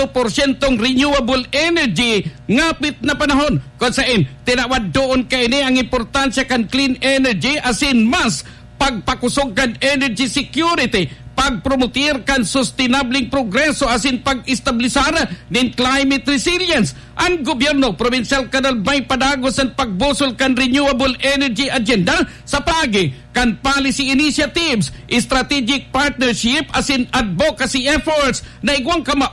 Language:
Bikol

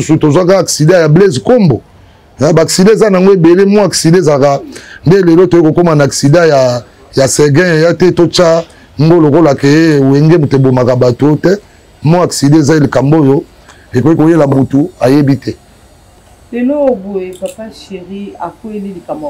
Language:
Lingala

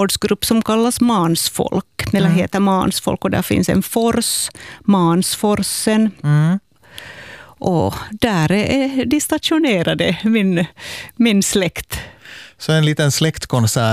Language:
Swedish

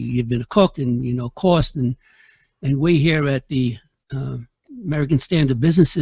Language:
English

